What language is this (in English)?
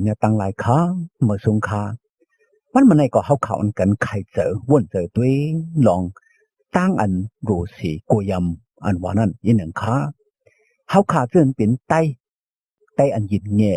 Shan